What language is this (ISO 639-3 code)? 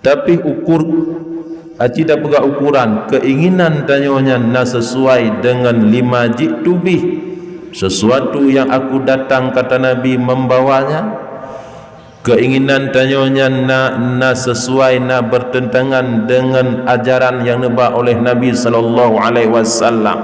ace